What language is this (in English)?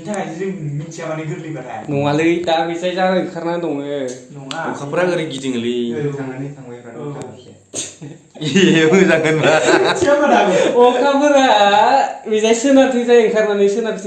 Bodo